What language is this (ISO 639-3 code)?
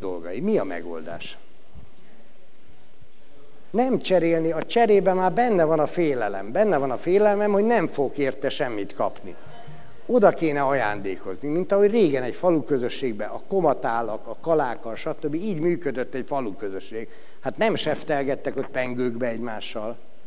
hun